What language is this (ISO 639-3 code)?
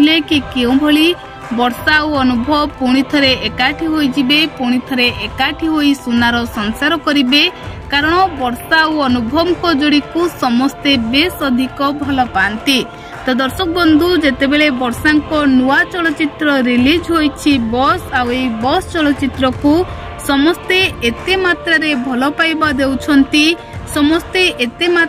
ori